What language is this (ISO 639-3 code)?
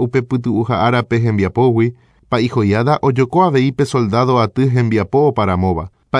grn